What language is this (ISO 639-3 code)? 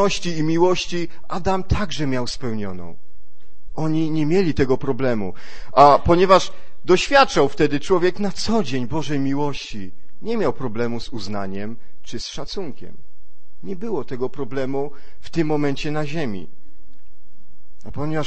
pol